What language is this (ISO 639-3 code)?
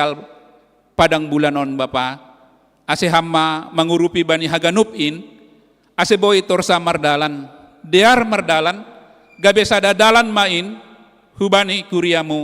bts